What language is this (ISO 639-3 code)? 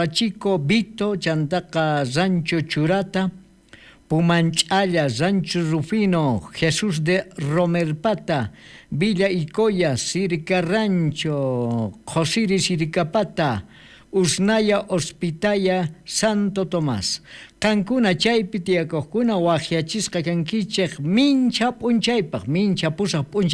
quh